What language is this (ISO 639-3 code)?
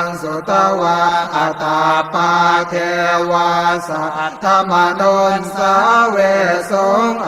pli